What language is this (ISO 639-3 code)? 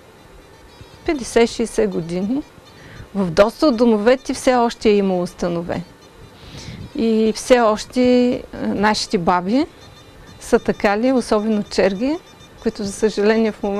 bul